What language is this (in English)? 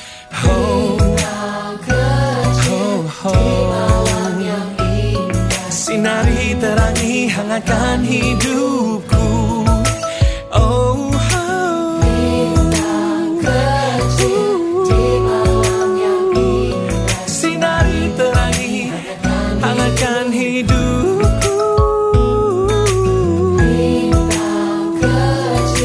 Indonesian